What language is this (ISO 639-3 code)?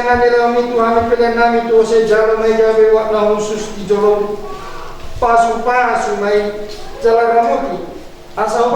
bbc